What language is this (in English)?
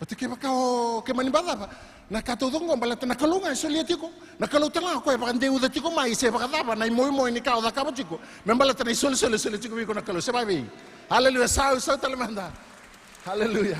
Fijian